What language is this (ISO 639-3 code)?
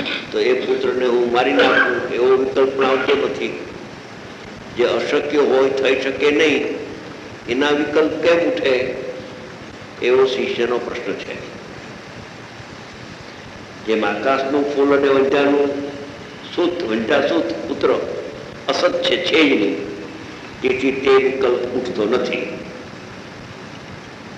guj